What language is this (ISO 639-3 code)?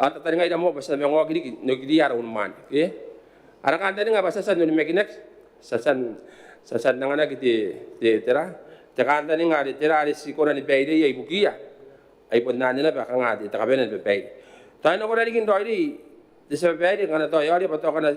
gil